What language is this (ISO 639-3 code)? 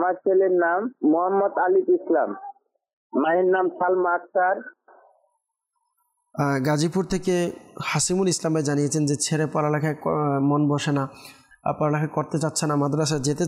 ben